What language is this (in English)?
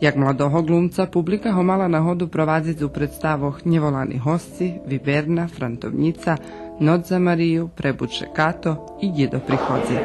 Rusyn